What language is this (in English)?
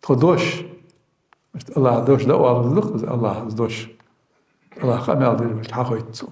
Ingush